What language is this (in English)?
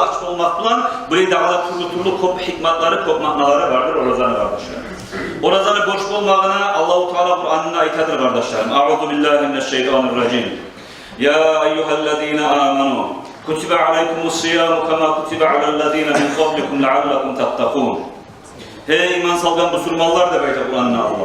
Kumyk